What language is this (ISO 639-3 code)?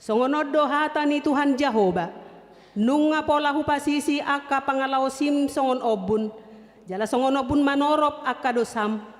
bbc